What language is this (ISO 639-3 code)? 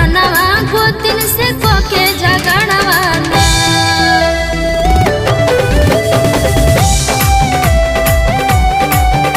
bho